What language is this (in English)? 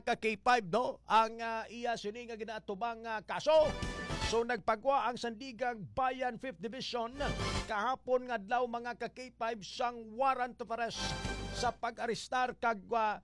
Hiligaynon